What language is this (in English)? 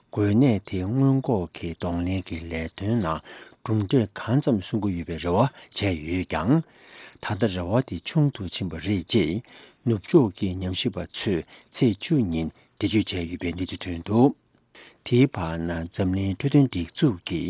Tibetan